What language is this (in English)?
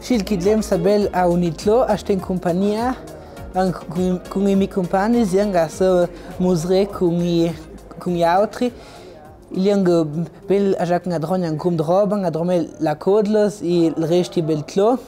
Ladin